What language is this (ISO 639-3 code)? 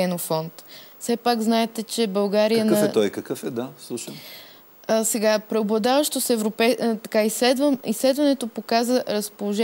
bul